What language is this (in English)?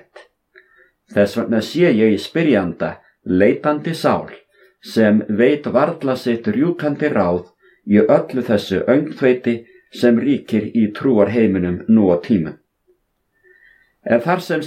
Icelandic